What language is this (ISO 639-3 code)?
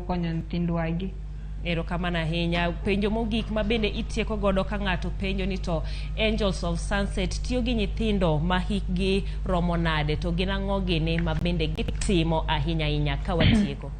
luo